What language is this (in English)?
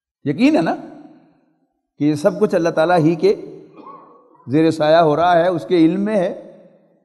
Urdu